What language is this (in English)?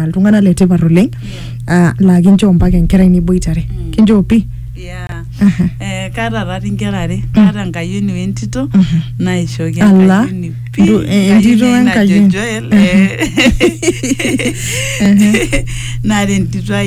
Masai